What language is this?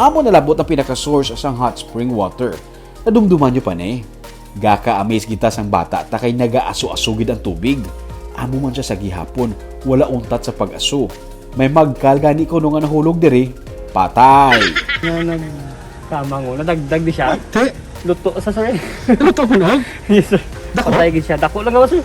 Hiligaynon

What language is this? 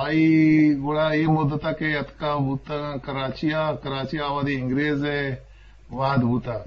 Eastern Balochi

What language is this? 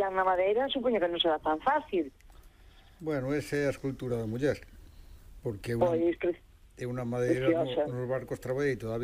Galician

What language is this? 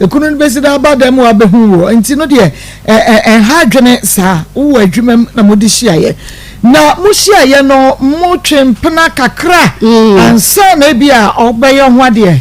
Akan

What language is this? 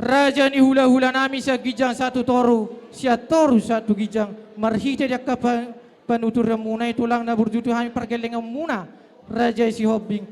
Batak Toba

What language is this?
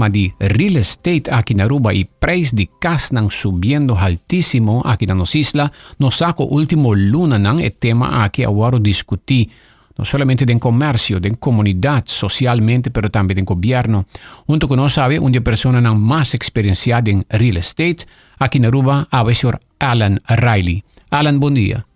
Papiamento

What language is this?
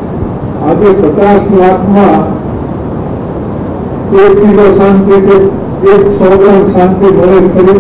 Gujarati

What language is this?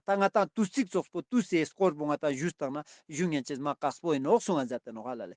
Ladakhi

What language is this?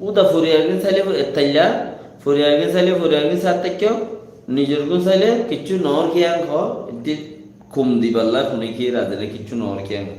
Rohingya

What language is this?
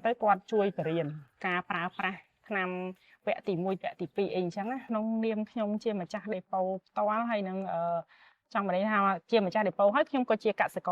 Khmer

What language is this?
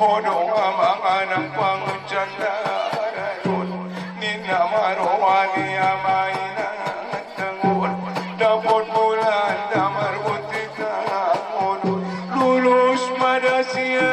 Batak Angkola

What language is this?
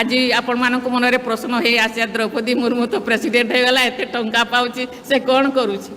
Odia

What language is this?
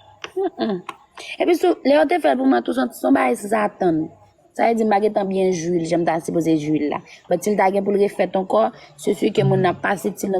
Haitian Creole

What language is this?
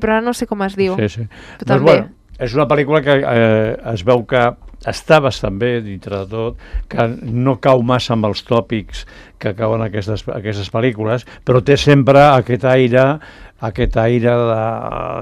Catalan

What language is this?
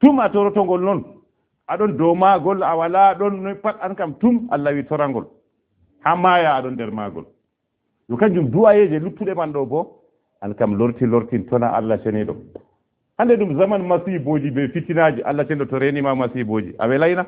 Fula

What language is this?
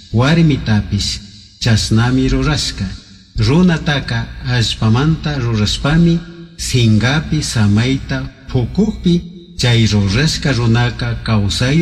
Chimborazo Highland Quichua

